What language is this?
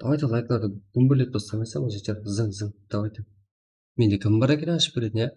Kara-Kalpak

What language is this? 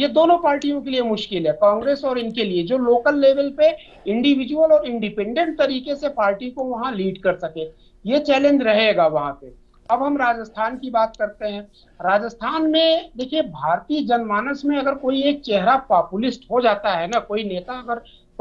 Hindi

